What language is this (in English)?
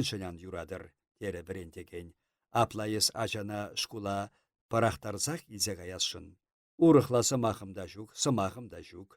Chuvash